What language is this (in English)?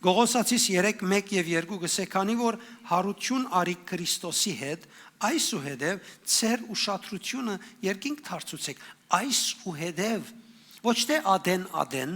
Western Armenian